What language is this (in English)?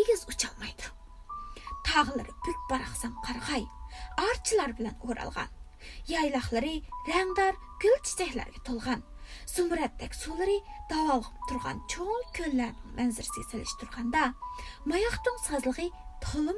Uyghur